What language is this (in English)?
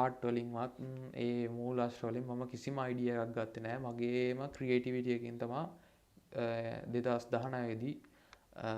Sinhala